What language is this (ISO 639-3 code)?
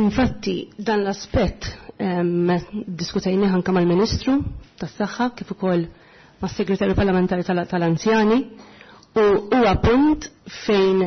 mlt